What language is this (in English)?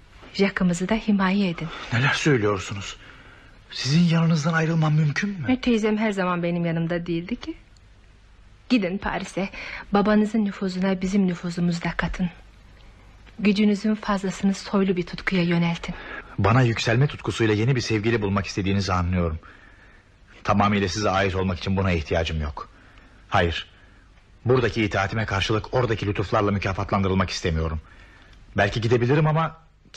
Turkish